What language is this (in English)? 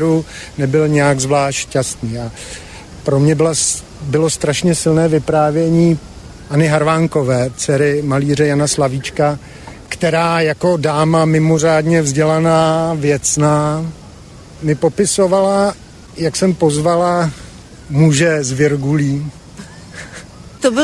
Czech